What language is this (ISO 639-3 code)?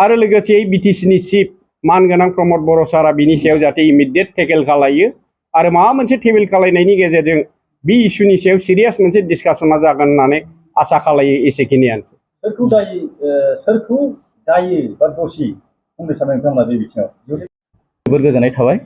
brx